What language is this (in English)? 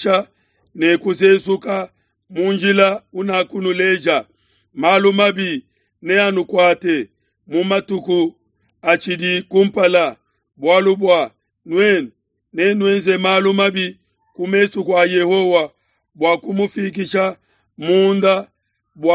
Luba-Lulua